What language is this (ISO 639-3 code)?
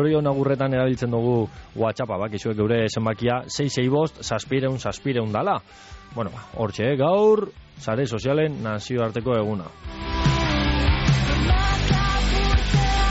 eus